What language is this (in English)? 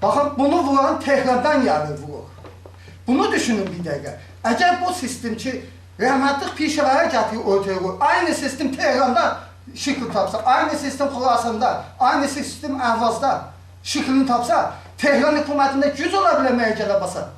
South Azerbaijani